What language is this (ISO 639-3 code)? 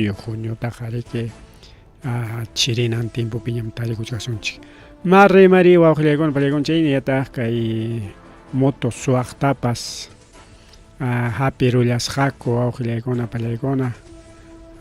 quy